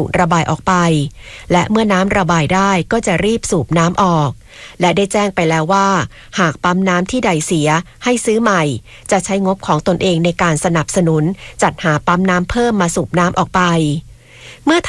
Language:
Thai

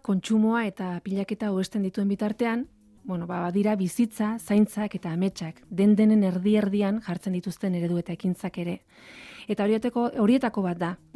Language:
Basque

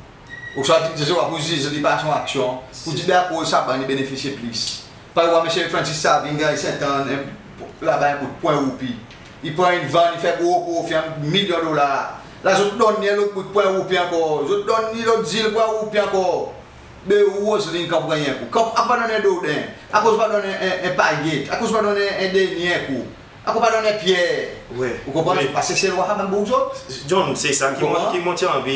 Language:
Seselwa Creole French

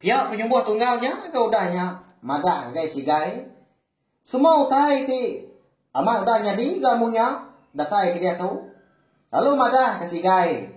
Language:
Iban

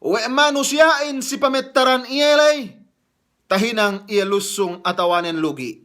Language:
Yakan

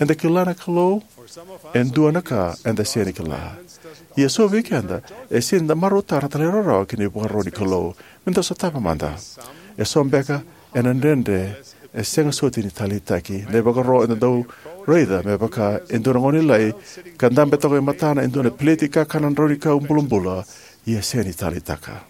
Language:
Fijian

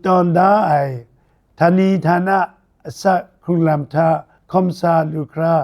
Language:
Kachin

